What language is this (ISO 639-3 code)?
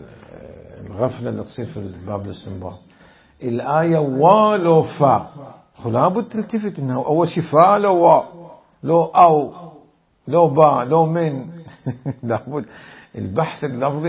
acm